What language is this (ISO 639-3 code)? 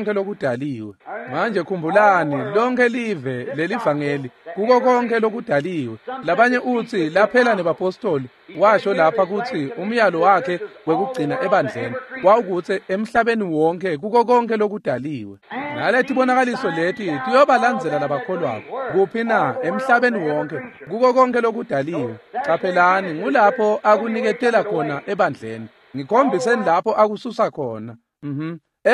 ssw